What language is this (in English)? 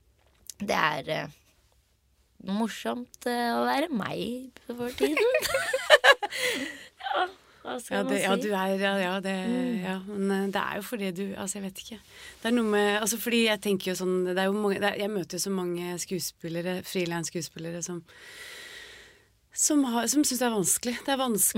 Norwegian